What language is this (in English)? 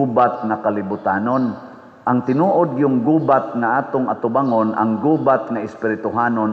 Cebuano